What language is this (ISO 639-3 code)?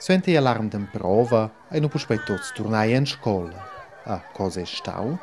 roh